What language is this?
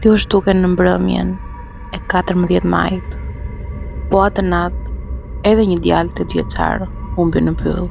Albanian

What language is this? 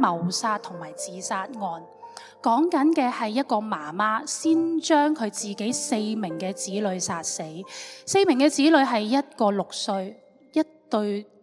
Cantonese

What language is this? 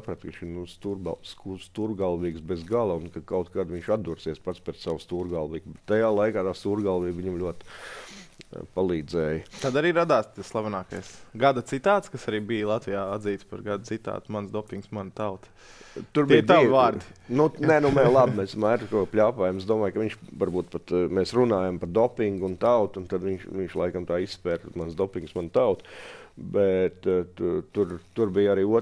Latvian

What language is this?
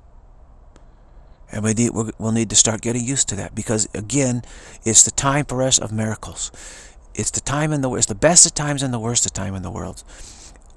English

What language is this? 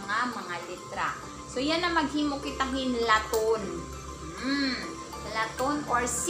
Waray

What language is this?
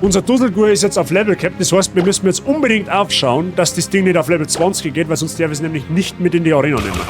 Bavarian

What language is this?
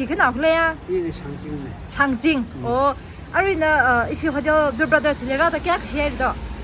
Tangkhul Naga (India)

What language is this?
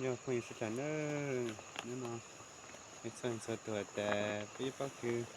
Hmong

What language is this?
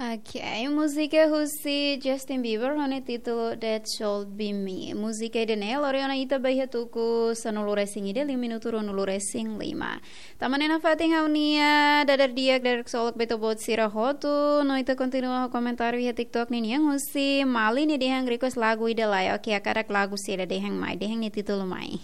Tetum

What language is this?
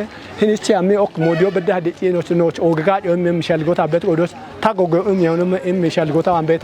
Kafa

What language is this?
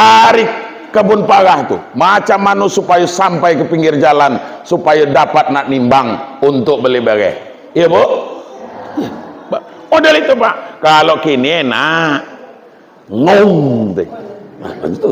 Minangkabau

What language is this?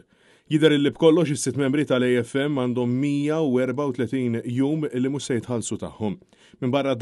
Maltese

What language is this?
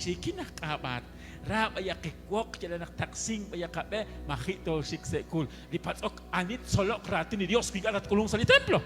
Kekchí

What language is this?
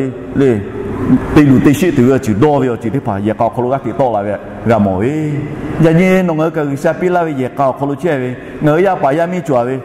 Lahu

